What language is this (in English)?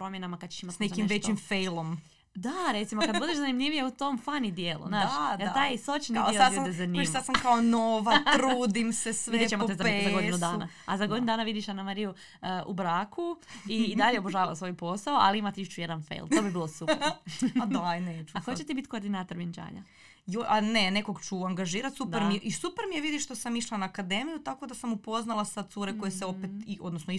Croatian